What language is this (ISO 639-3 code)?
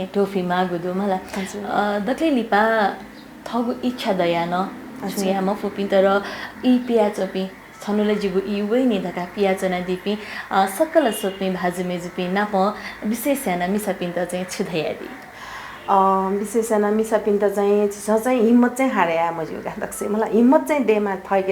new